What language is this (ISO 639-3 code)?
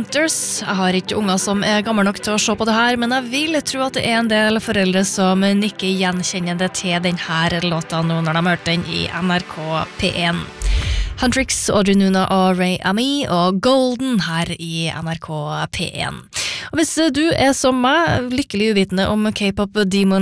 nor